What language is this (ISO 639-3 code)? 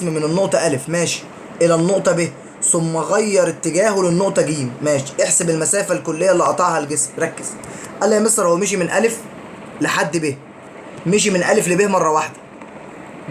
arz